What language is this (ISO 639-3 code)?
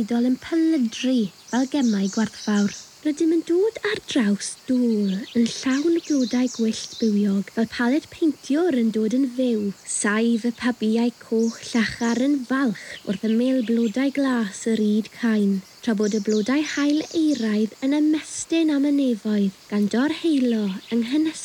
cym